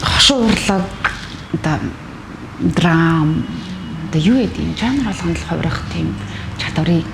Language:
Mongolian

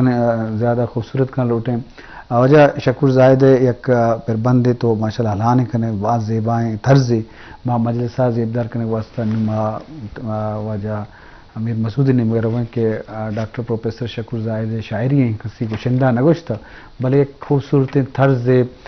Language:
Eastern Balochi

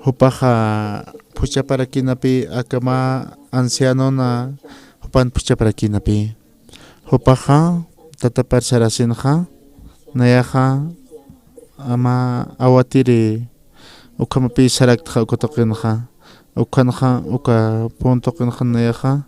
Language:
Aymara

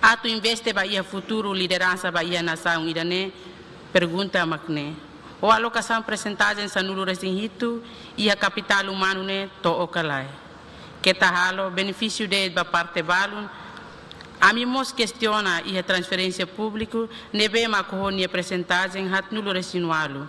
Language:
Tetum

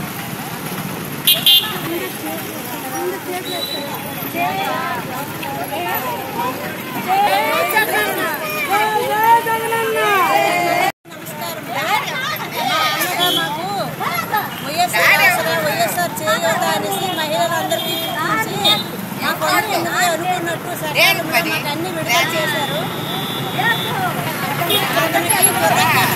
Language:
Telugu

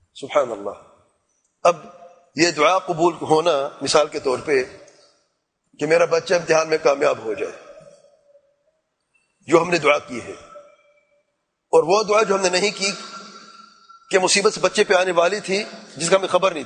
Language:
Urdu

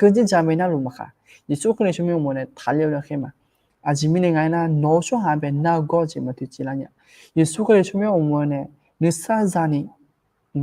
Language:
Akha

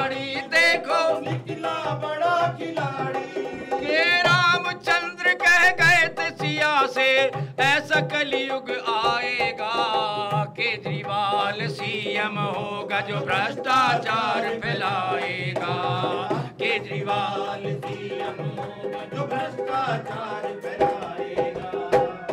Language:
Hindi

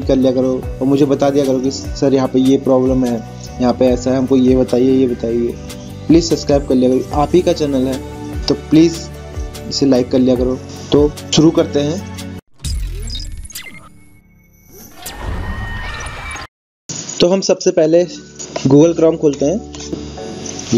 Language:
Hindi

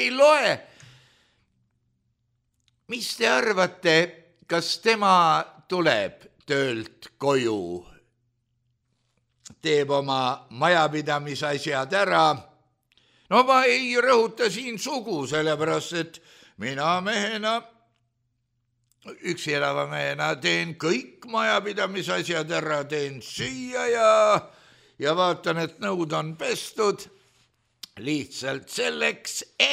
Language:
Estonian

